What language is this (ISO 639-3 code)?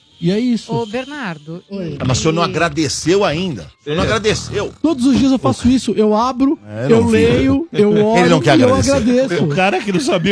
por